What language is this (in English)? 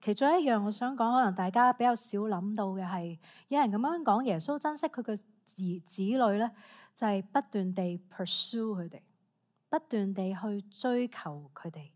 Cantonese